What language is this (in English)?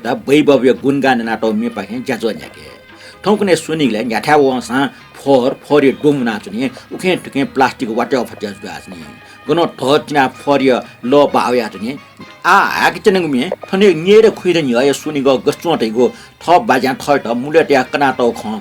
Newari